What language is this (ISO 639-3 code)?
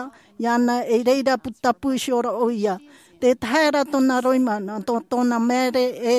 tah